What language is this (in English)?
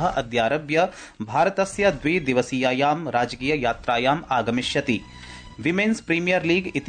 Sanskrit